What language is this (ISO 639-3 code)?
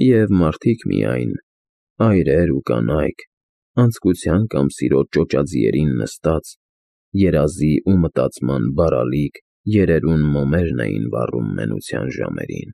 hye